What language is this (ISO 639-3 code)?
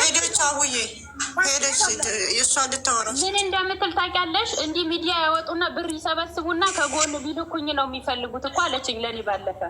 amh